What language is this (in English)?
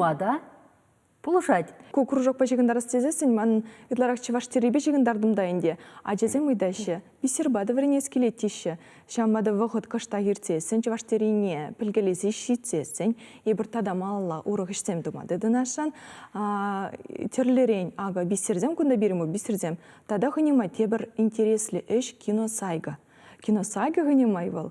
Chuvash